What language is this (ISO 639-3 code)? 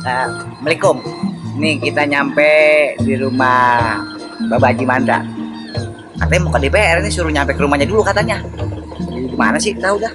bew